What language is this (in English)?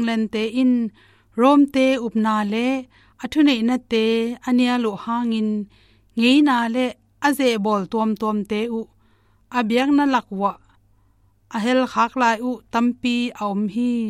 Tedim Chin